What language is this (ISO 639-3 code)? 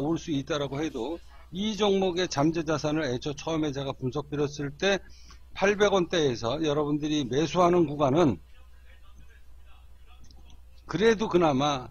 kor